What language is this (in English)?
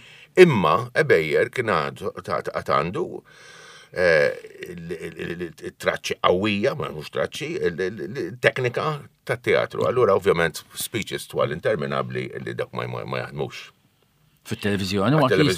Maltese